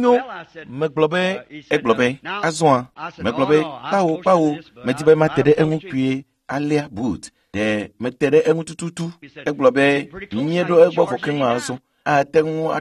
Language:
Ewe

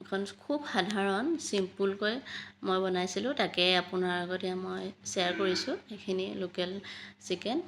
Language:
Assamese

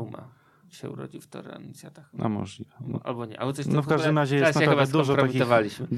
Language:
Polish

